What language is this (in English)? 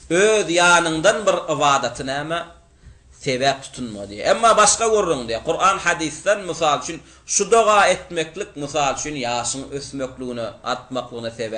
Turkmen